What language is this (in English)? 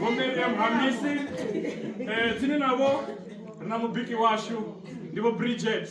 Venda